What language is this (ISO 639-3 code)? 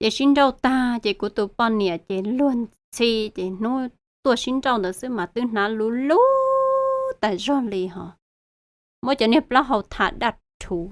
hmn